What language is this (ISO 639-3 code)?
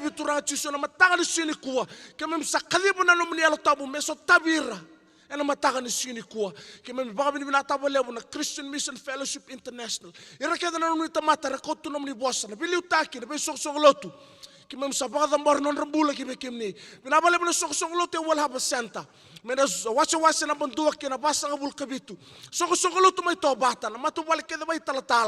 fij